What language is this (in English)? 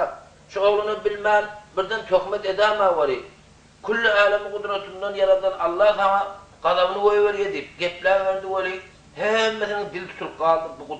Turkmen